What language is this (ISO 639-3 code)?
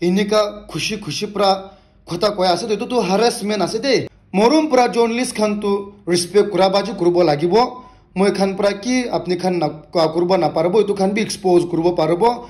nag